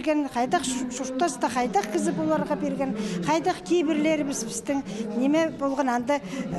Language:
Khakas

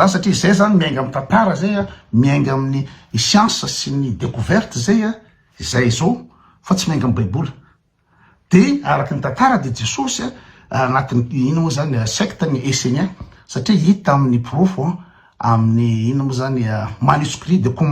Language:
Malagasy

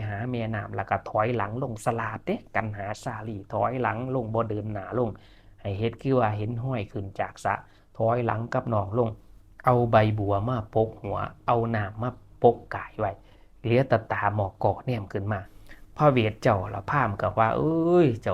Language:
Northeastern Thai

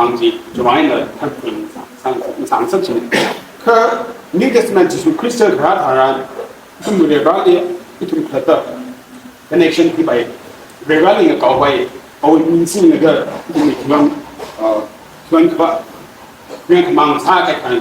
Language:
Tangkhul Naga (India)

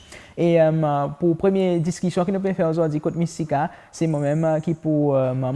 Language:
Seselwa Creole French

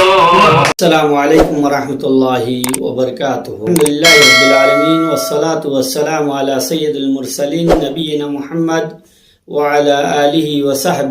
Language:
Rohingya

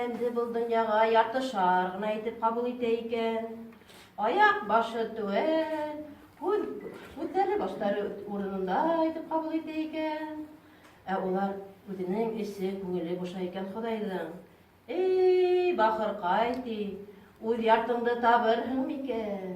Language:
Bashkir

